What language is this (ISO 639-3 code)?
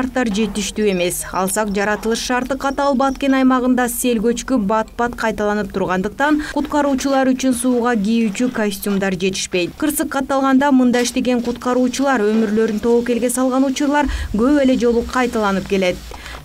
kir